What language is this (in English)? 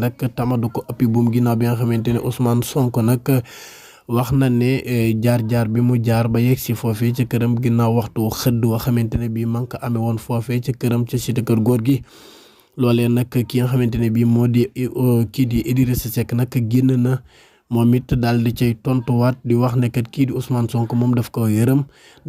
Wolof